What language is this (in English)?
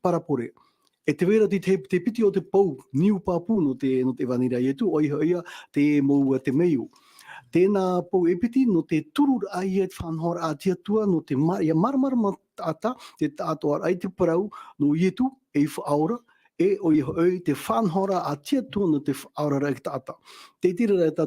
Tahitian